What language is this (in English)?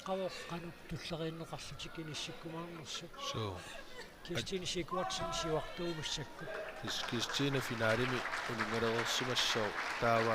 Kalaallisut